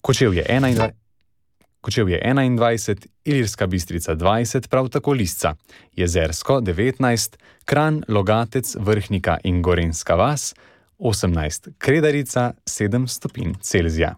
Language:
Slovenian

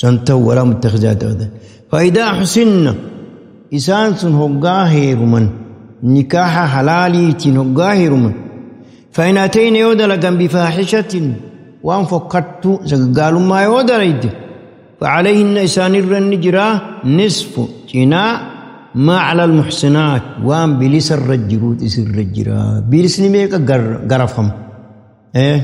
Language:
Oromo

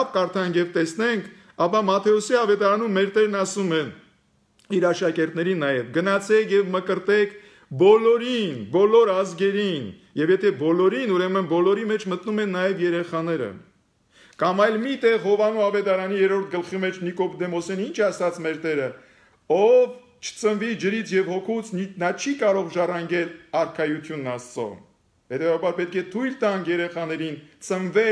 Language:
Armenian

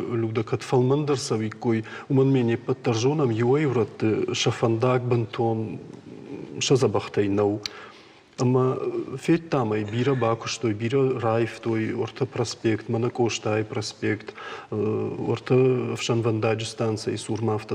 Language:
Ossetic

